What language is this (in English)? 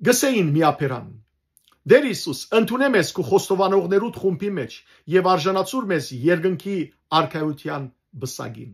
Western Armenian